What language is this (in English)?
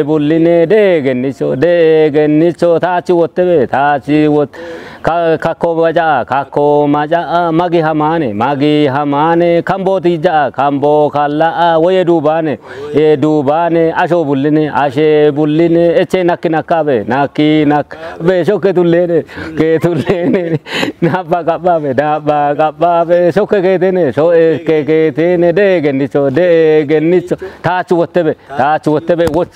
Kafa